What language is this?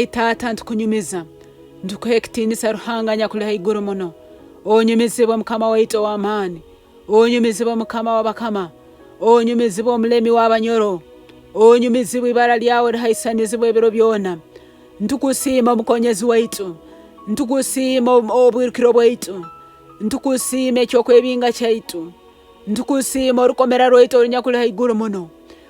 Nyoro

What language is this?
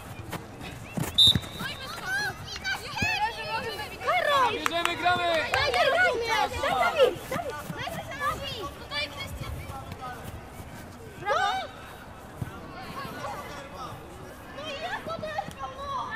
Polish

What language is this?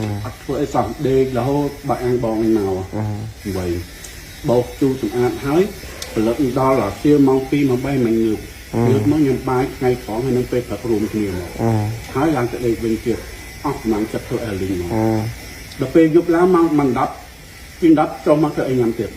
Khmer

